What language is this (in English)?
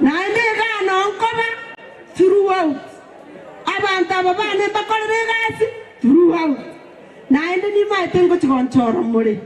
Gusii